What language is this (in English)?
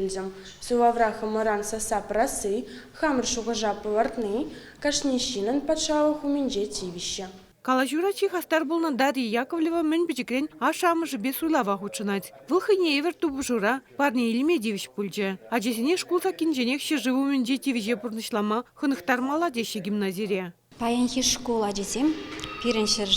Chuvash